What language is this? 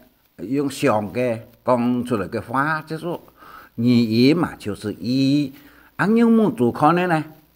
Hakka Chinese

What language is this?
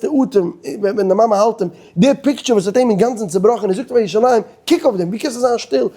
Yiddish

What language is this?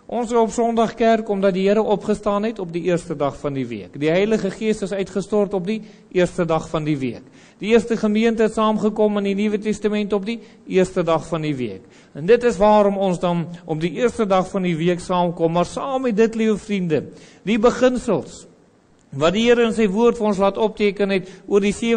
Afrikaans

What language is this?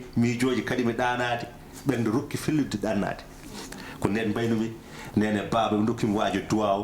Fula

